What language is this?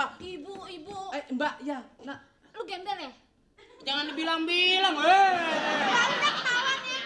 Betawi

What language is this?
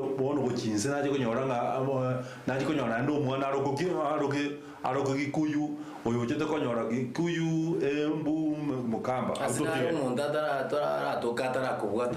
Gusii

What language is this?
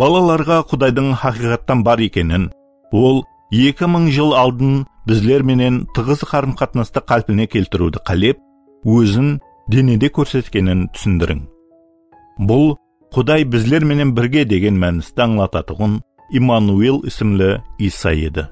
Kara-Kalpak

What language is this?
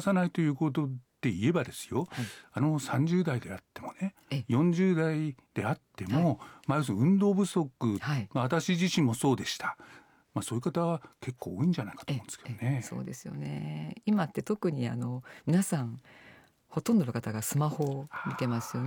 Japanese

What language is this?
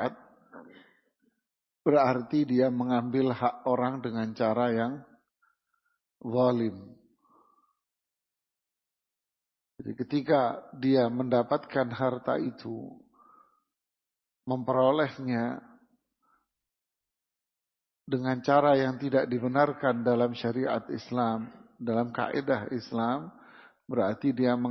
Indonesian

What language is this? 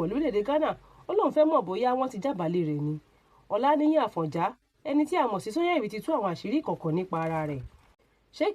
Yoruba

